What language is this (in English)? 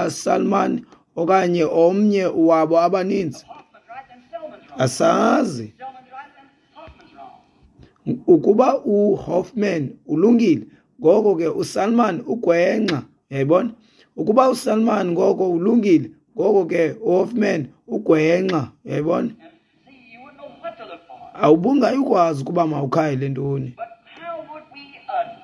Xhosa